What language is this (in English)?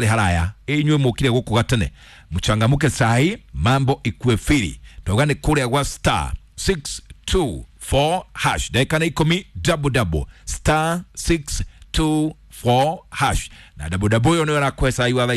Kikuyu